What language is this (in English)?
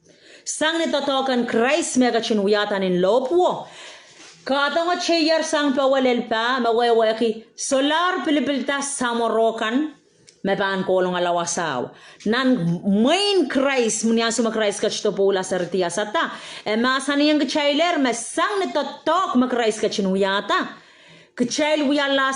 Pohnpeian